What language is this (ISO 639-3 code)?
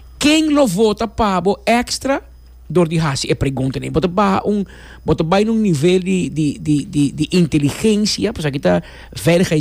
pap